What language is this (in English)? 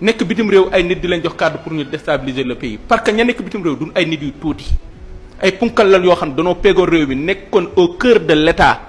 Wolof